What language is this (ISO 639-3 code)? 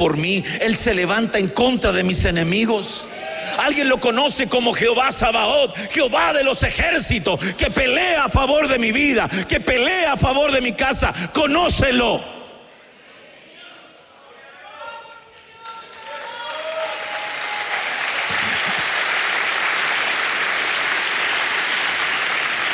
spa